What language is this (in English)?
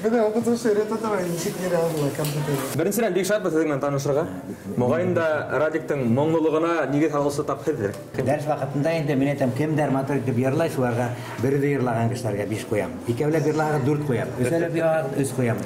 Bashkir